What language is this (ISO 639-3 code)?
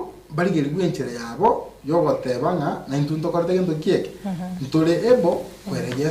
guz